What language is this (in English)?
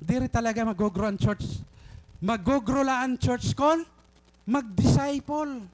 Waray